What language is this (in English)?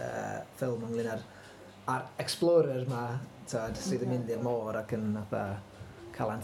Welsh